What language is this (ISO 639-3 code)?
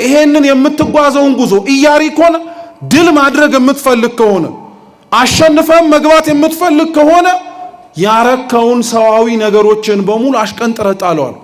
amh